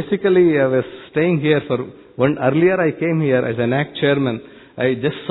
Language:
Hindi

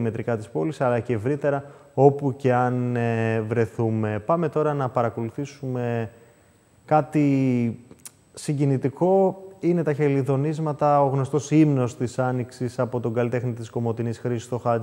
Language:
Greek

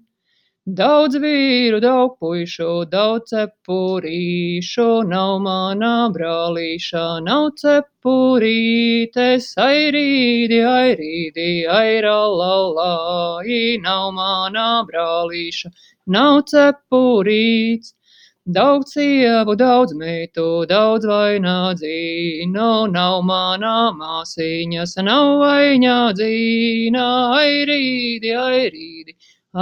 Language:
Latvian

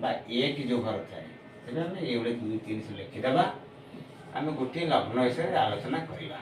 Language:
Odia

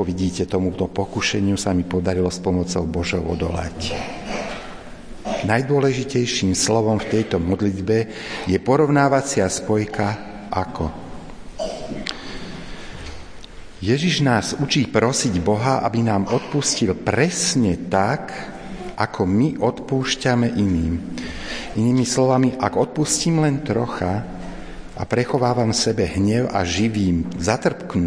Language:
Slovak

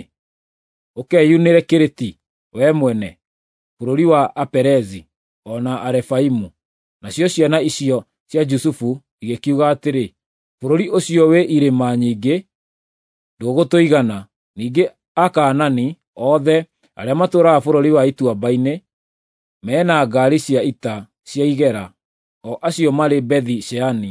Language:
Kikuyu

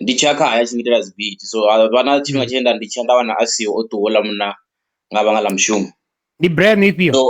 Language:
Venda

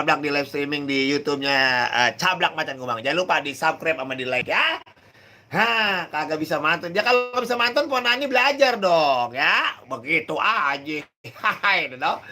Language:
Betawi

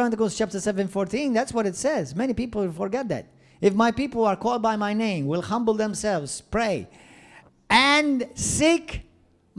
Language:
English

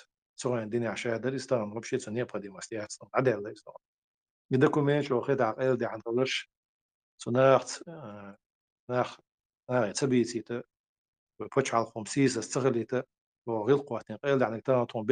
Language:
Chechen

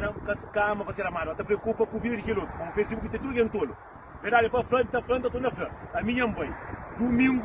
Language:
Kabuverdianu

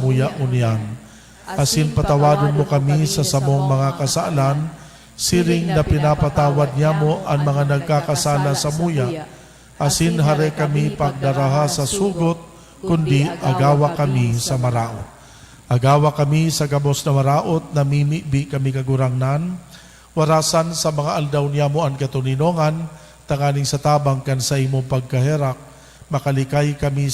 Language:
Bikol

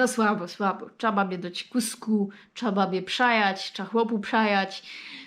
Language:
Silesian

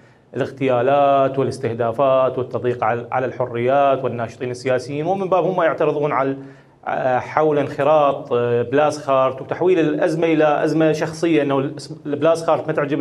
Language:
Mesopotamian Arabic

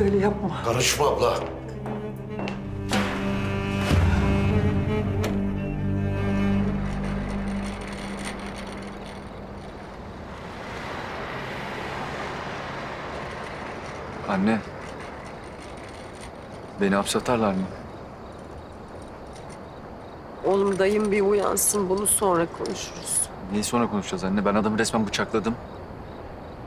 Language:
Turkish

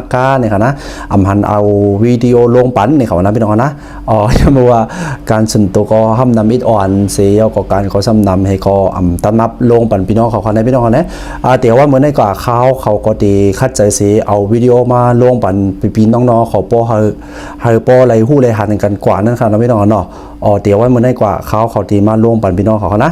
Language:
Shan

